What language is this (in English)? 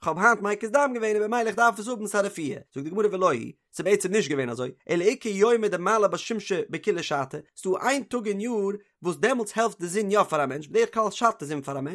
Yiddish